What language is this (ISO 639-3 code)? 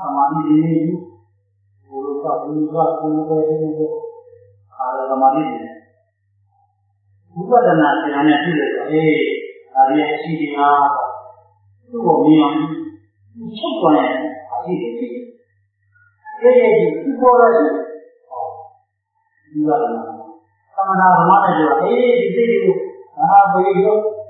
mya